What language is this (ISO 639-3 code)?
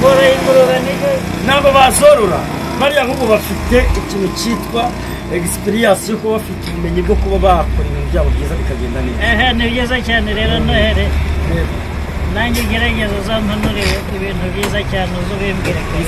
kin